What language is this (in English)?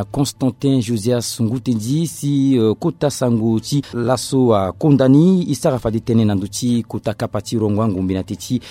Sango